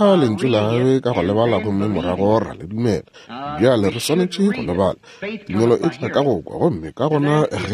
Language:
Northern Sotho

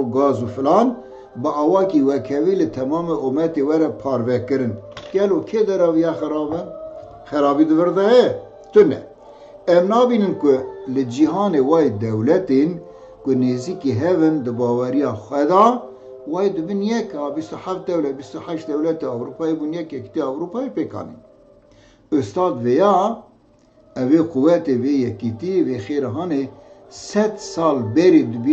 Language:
Kurdish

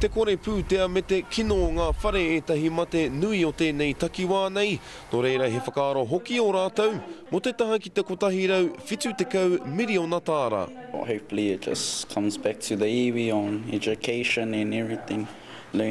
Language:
Māori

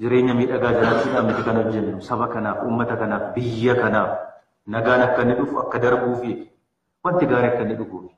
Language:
Oromo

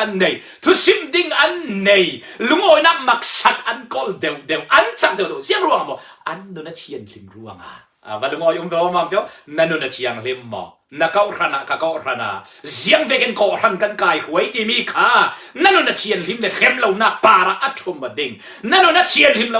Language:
Falam Chin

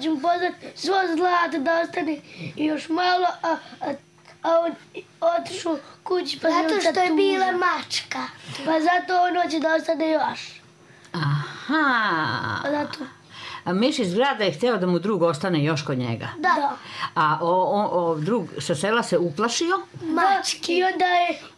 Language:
Serbian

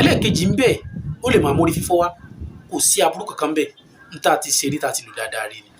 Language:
Yoruba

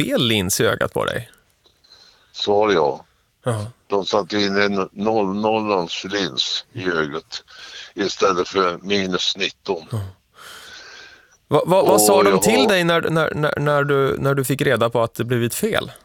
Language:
Swedish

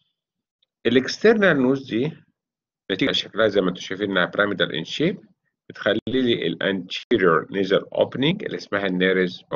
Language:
Egyptian Arabic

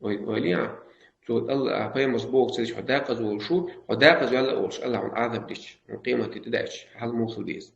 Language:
Chechen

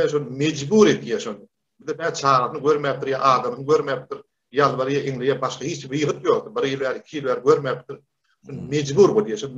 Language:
Turkmen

